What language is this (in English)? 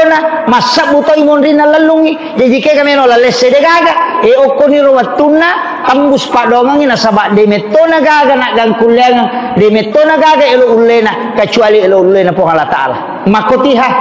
Buginese